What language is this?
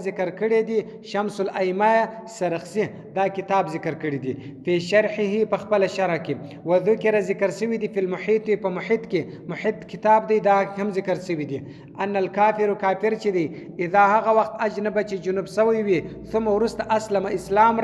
Pashto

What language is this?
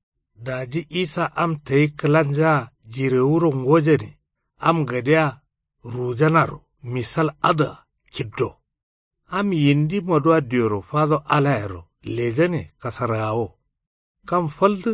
Kanuri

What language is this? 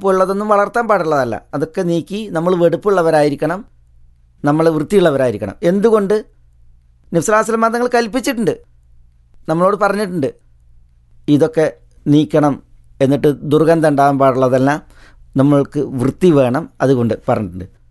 Malayalam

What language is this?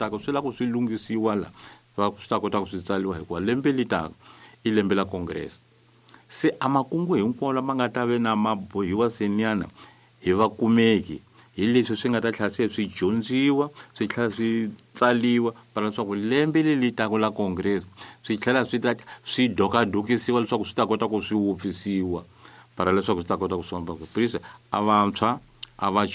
Tsonga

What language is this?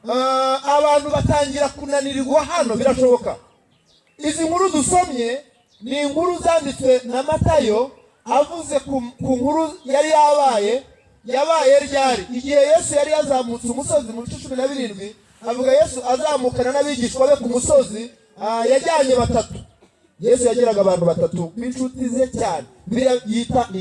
Kinyarwanda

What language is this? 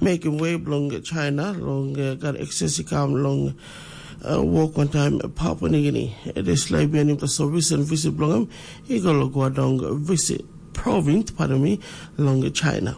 Tok Pisin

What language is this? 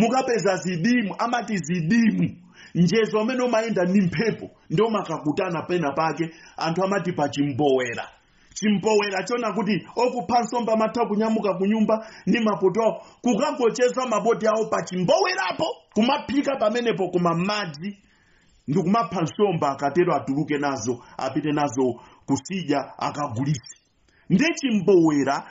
Nyanja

